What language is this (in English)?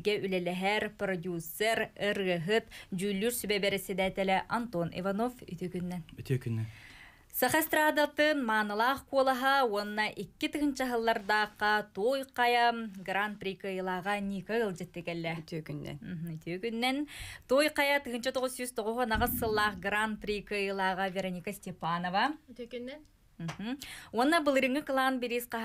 Yakut